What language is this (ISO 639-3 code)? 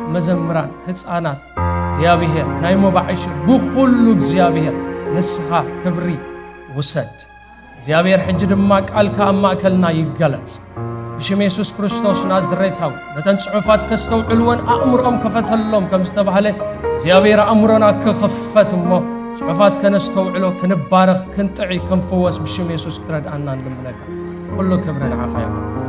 tir